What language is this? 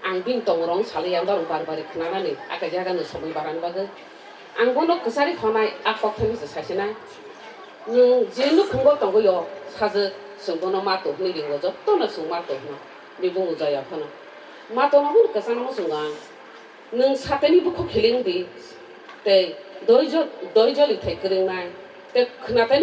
Kok Borok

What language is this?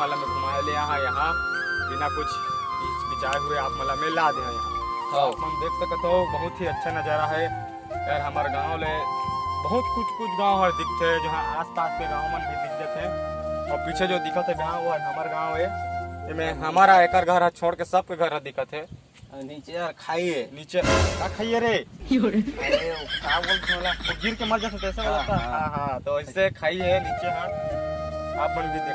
Chhattisgarhi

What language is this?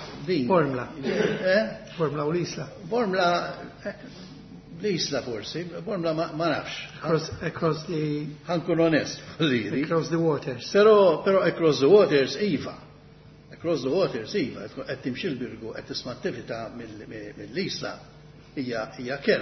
Maltese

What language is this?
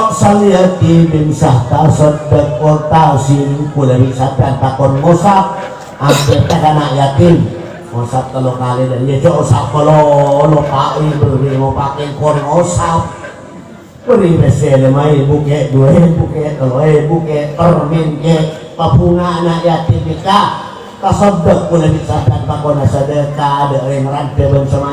Madurese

